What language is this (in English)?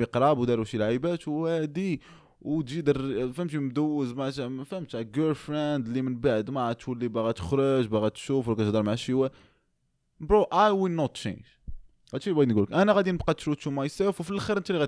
Moroccan Arabic